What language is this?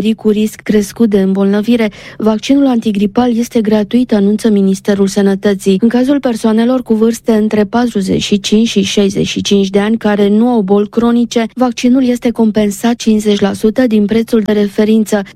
Romanian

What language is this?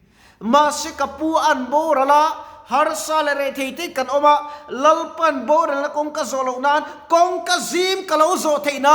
Mizo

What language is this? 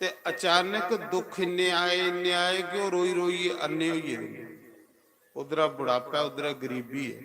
Dogri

